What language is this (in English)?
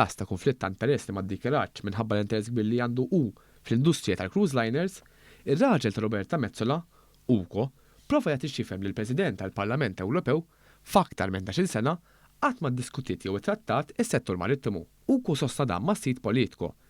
Maltese